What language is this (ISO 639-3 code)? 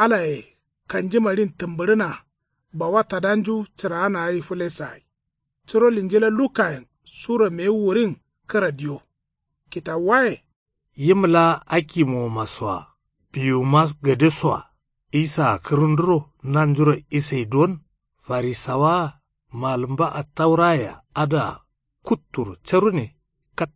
kau